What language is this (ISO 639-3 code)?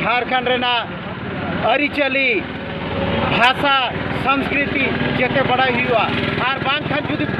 sat